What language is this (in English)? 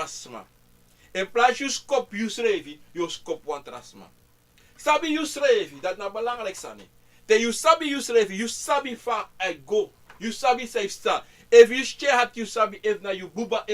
Sranan Tongo